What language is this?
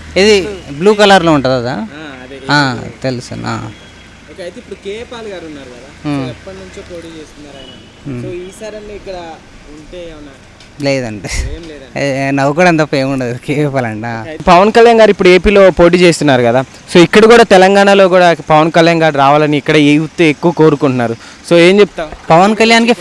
Telugu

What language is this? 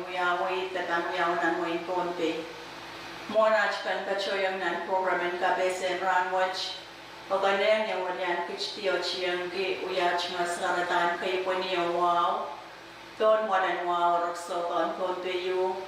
Pohnpeian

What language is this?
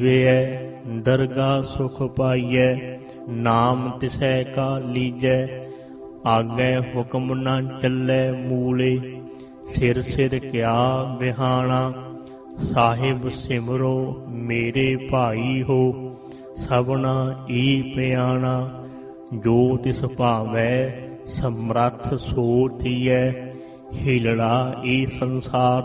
Punjabi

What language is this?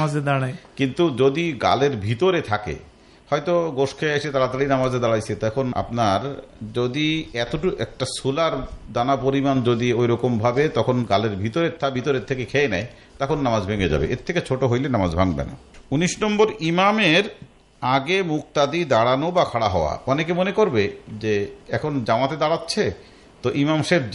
Bangla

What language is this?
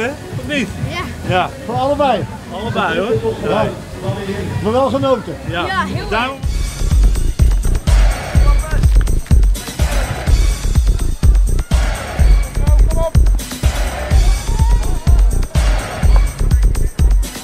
Dutch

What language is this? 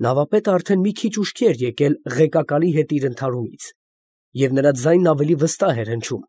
Armenian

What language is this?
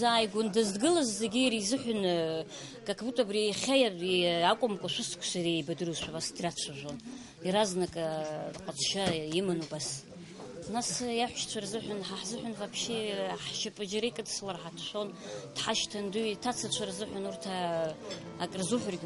Abkhazian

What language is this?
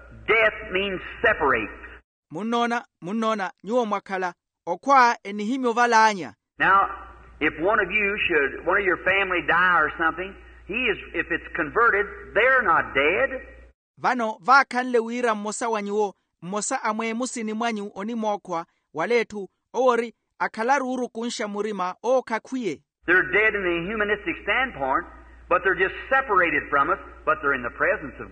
Makhuwa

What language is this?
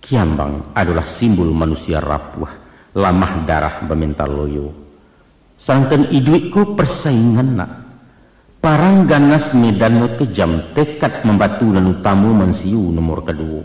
Minangkabau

